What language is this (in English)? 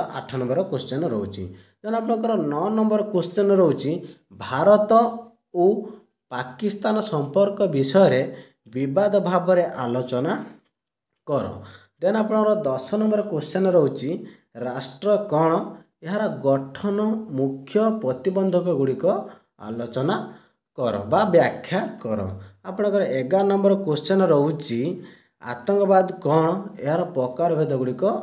Odia